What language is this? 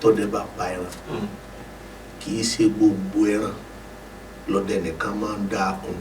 Yoruba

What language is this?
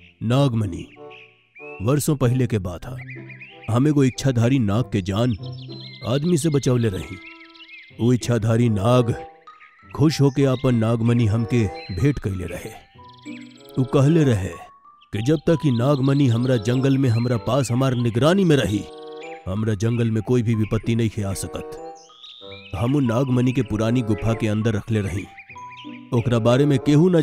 Bhojpuri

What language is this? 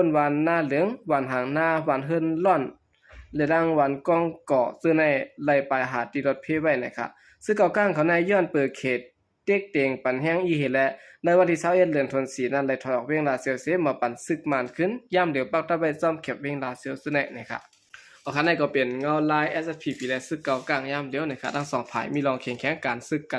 Shan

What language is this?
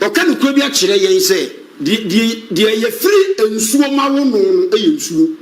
Akan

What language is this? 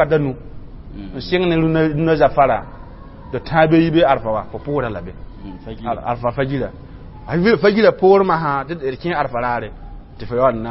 Mossi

